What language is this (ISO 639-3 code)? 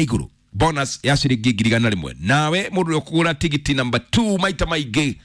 kik